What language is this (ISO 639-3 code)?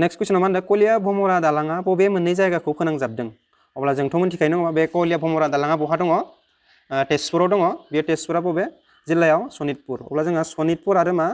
brx